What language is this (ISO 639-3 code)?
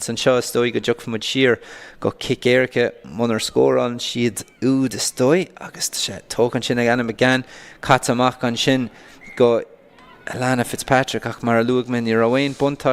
gle